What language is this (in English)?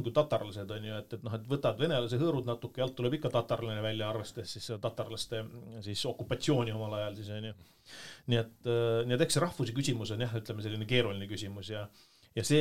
Estonian